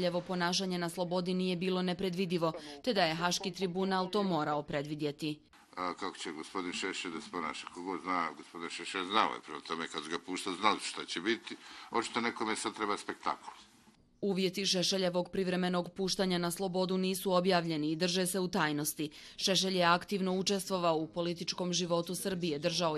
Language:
Bosnian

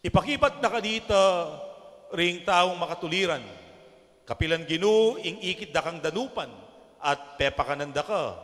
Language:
Pampanga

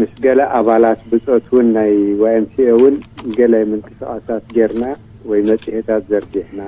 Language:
Tigrinya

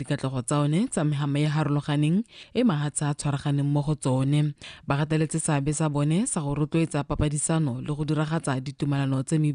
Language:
Tswana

